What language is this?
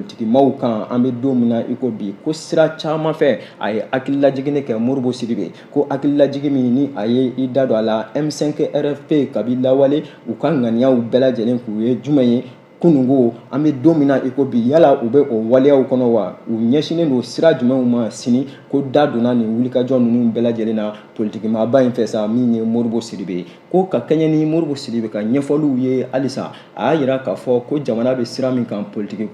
Bambara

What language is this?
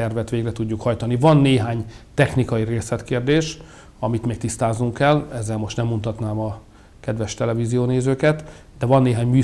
Hungarian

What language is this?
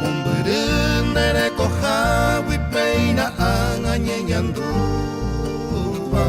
Guarani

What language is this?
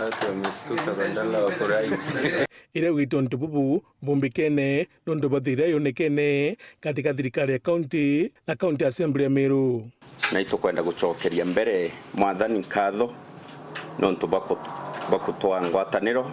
Meru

